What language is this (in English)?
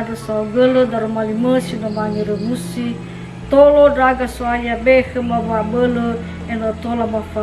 Nias